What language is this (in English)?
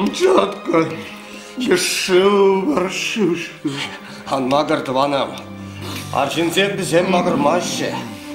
Chuvash